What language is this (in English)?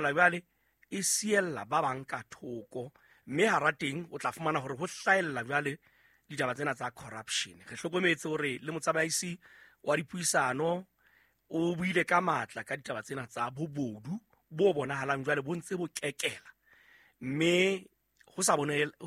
Southern Sotho